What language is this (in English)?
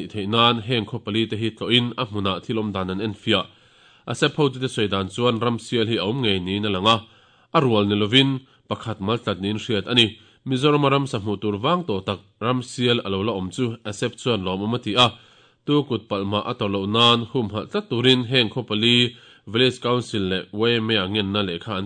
Mizo